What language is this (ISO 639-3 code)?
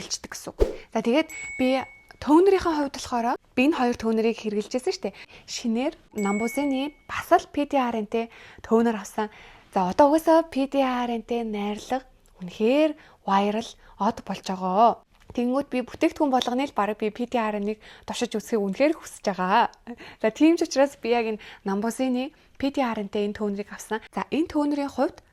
mon